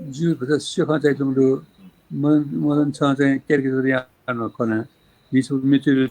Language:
Newari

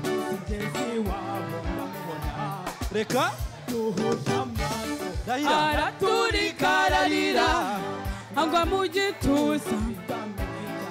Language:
Kinyarwanda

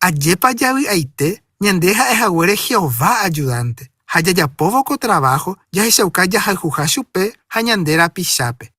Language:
Guarani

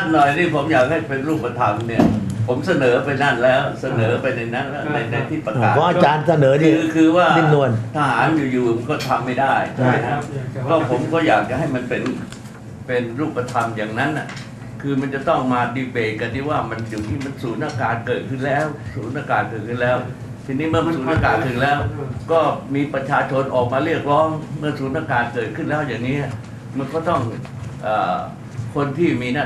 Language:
Thai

